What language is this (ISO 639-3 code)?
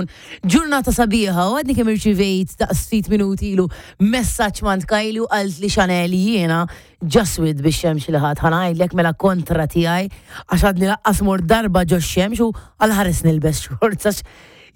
mlt